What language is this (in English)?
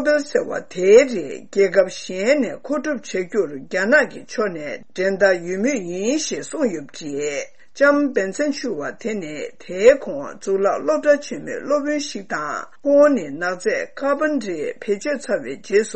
Tibetan